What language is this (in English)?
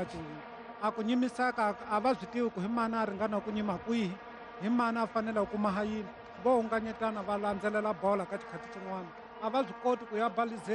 Tsonga